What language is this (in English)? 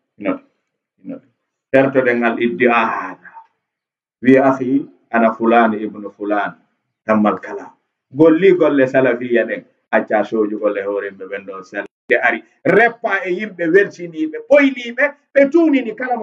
Fula